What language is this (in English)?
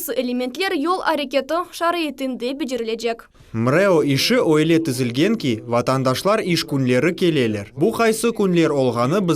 Crimean Tatar